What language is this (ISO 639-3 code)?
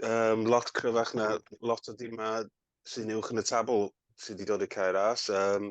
cym